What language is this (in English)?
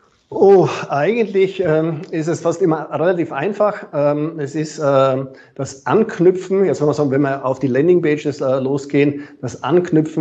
German